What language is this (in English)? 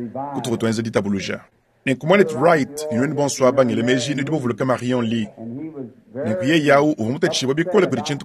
Luba-Lulua